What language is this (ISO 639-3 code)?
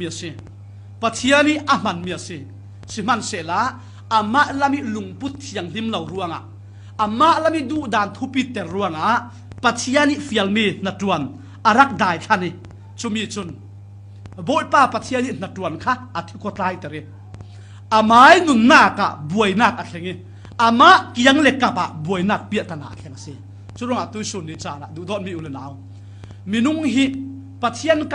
cfm